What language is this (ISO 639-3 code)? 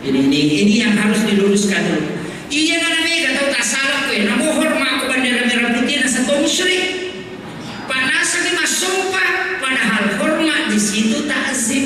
bug